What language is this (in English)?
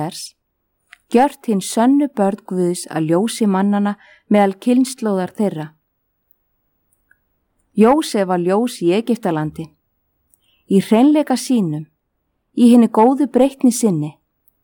Icelandic